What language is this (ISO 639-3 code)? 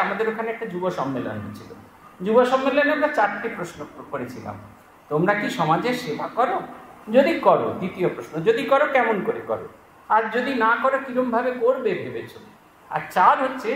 ben